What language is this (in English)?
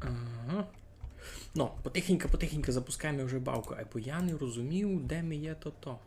Rusyn